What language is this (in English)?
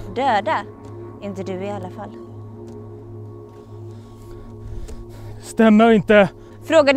Swedish